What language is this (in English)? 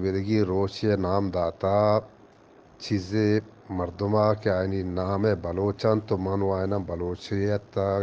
Eastern Balochi